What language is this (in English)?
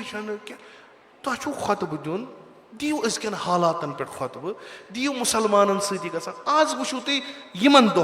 Kashmiri